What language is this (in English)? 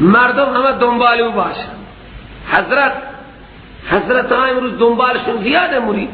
Persian